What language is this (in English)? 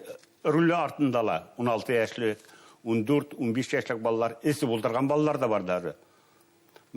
Bashkir